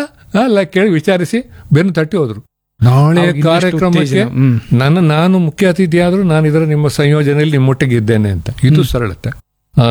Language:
Kannada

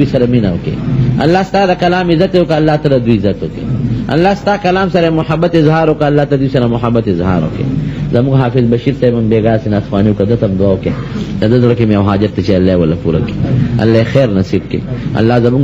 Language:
Pashto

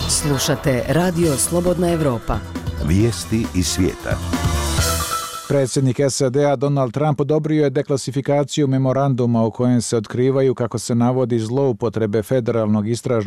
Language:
Bosnian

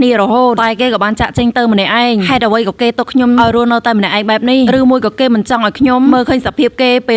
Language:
Khmer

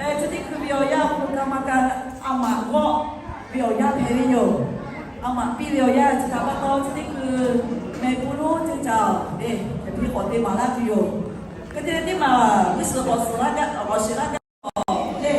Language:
Lahu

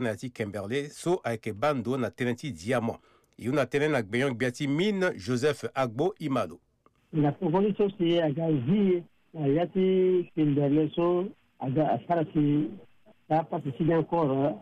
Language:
Sango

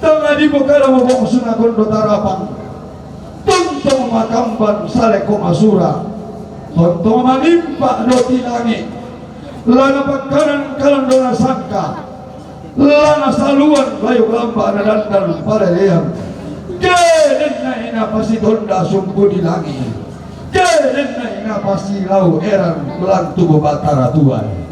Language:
Toraja-Sa'dan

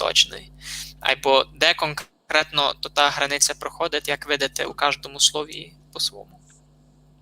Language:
Rusyn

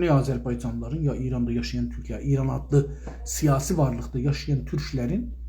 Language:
South Azerbaijani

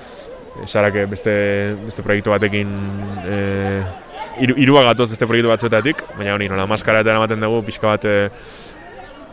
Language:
Basque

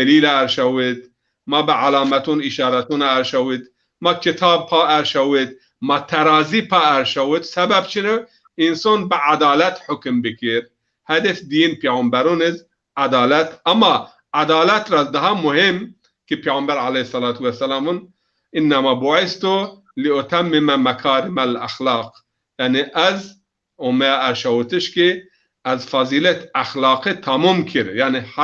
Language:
Zaza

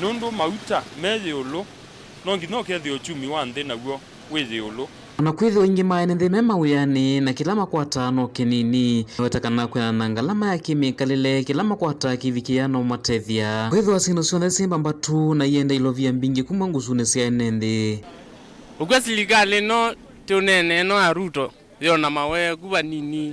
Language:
Kamba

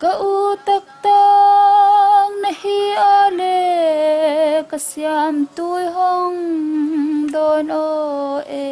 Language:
Tedim Chin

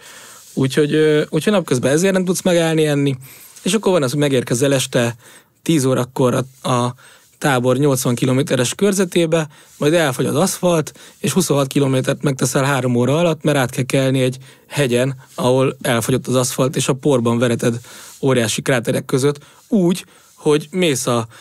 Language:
Hungarian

